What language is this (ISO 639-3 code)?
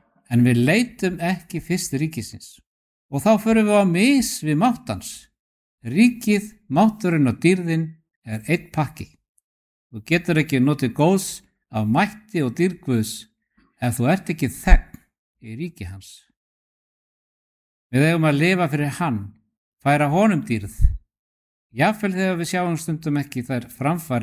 isl